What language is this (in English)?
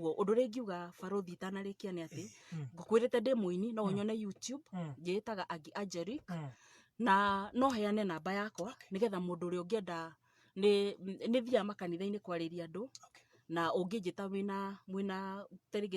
Kikuyu